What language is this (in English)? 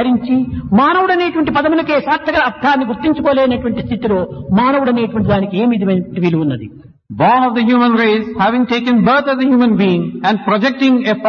Telugu